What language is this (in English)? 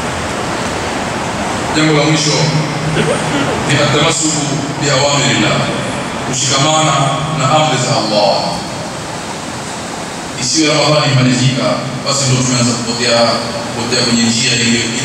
Swahili